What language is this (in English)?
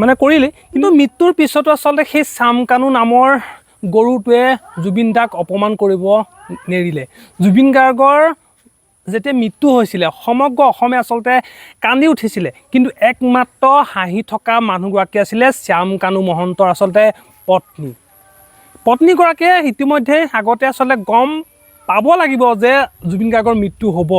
Assamese